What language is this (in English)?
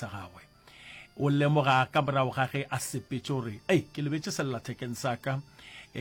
Northern Sotho